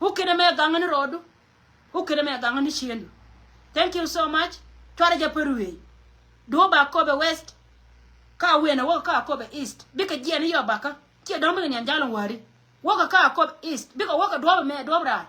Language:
Nuer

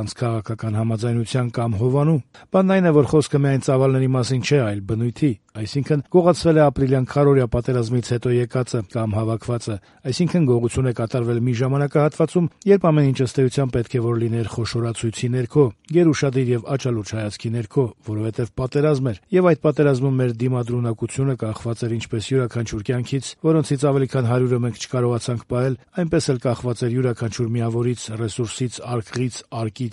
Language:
Armenian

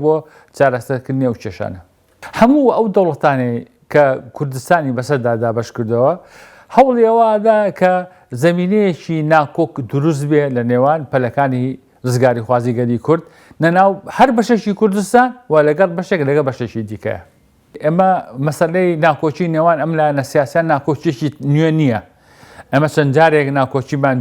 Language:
Central Kurdish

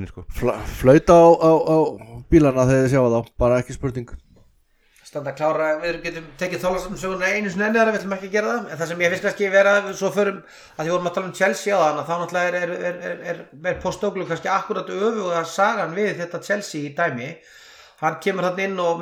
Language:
Icelandic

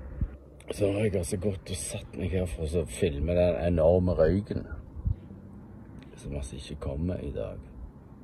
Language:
Norwegian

